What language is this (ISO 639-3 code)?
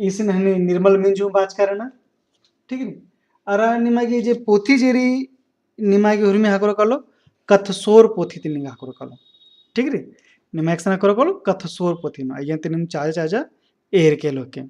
kru